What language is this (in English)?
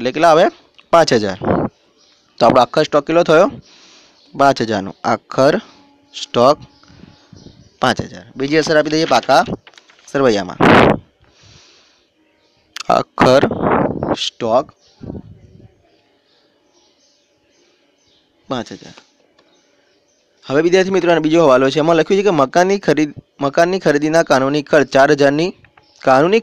Gujarati